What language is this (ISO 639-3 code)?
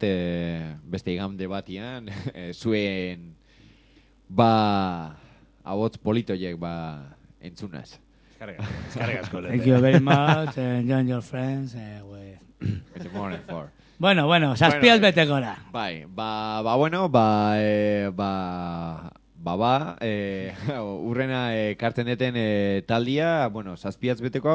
eus